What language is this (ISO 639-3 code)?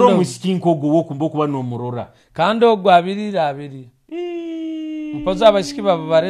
nyo